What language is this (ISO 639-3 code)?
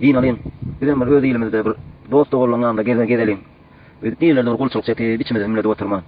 tuk